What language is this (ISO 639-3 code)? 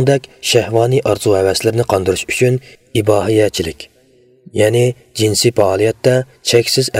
uig